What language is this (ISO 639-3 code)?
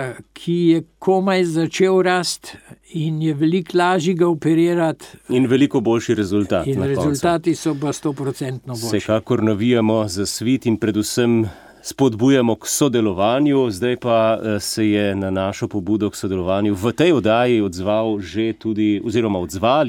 slv